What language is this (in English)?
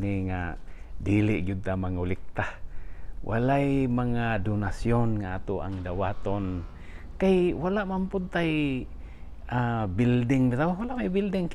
Cebuano